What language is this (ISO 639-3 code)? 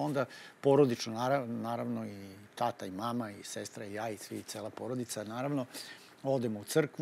srp